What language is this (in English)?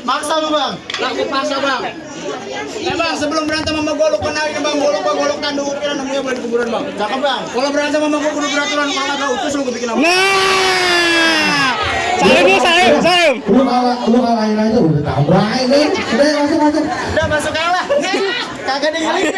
Betawi